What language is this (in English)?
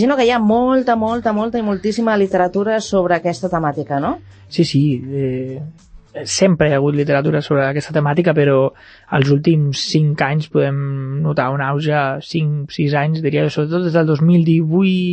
Catalan